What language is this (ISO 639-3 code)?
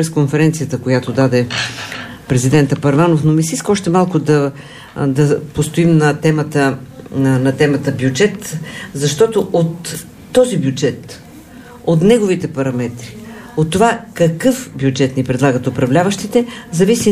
bul